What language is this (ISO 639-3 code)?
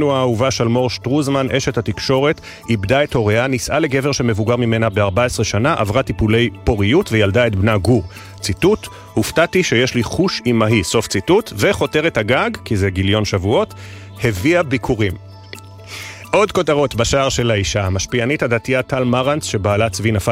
heb